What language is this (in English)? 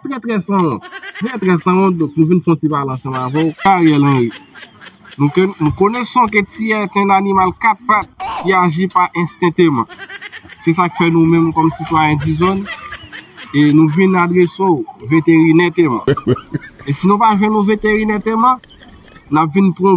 Haitian Creole